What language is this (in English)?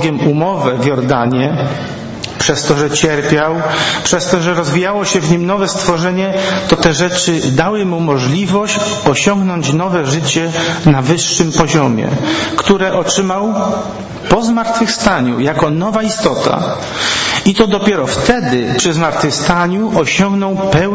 Polish